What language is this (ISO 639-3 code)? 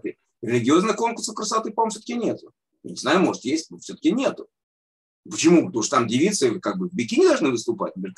rus